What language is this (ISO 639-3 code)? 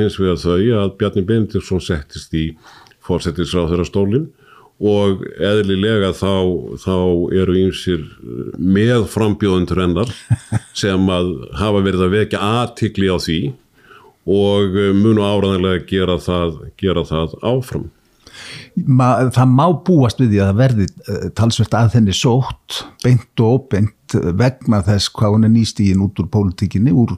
isl